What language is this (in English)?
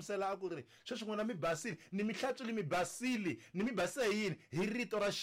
Tsonga